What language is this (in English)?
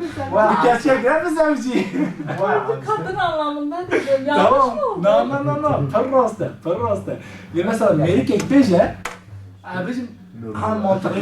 Kurdish